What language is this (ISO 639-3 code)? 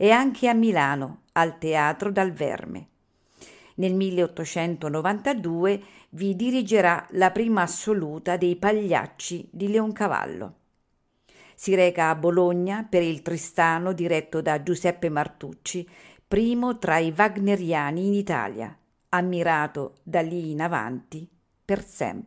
ita